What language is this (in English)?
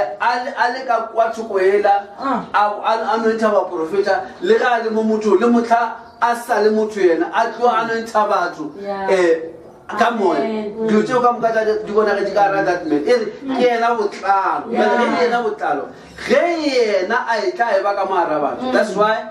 Northern Sotho